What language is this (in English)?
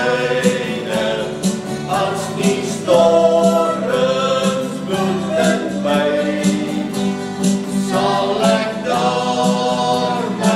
Afrikaans